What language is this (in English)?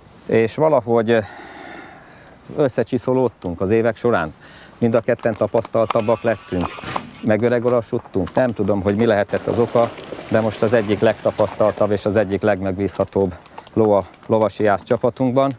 Hungarian